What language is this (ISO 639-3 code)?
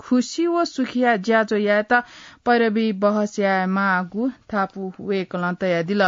new